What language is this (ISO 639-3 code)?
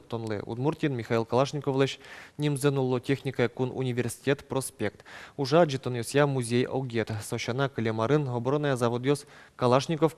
udm